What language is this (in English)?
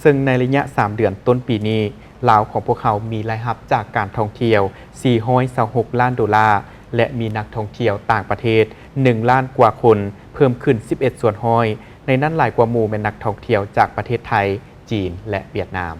Lao